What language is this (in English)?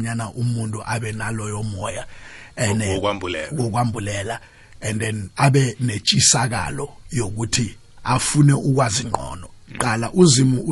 South Ndebele